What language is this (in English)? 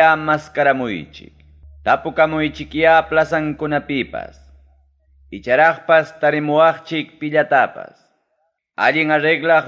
Ayacucho Quechua